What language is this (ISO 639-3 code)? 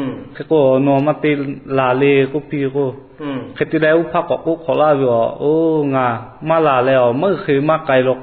lhu